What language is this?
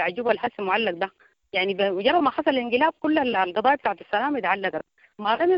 Sudanese Arabic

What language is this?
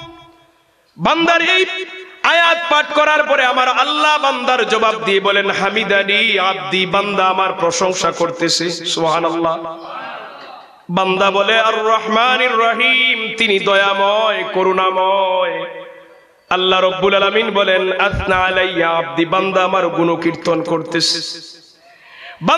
Bangla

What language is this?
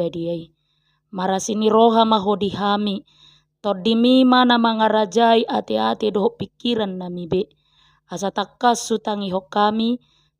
Batak Toba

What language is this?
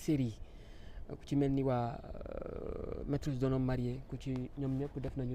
Wolof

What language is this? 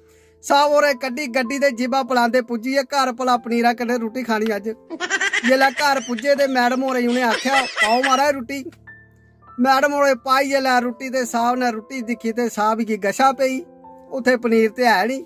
Dogri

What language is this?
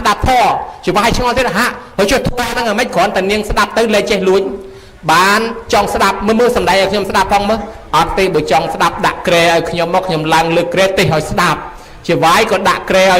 Khmer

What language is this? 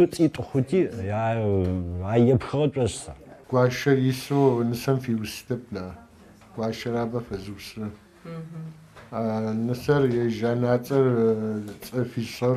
Adyghe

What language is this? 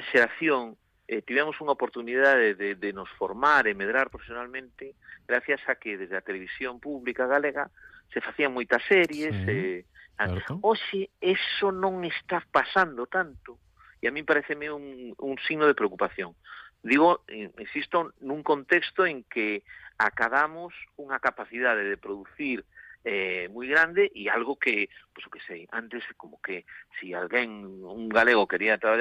Galician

